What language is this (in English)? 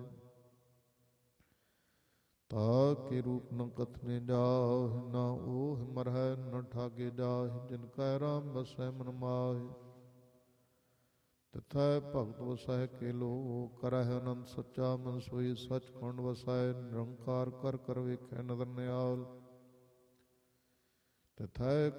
Punjabi